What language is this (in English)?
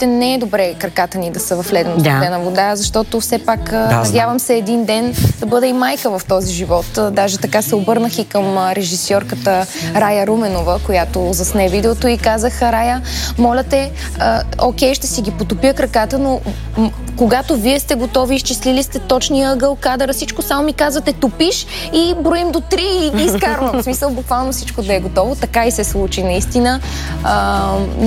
Bulgarian